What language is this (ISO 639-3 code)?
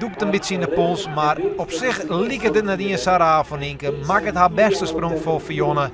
fry